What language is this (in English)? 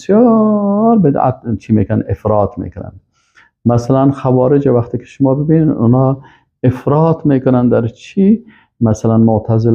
Persian